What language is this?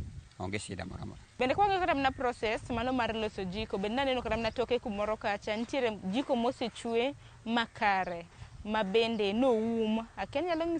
Luo (Kenya and Tanzania)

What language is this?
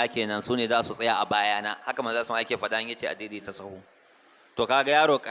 Hausa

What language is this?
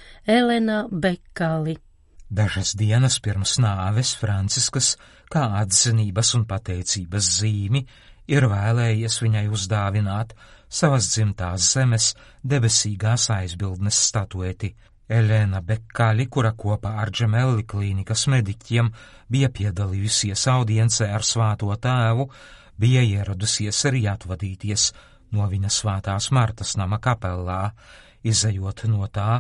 Latvian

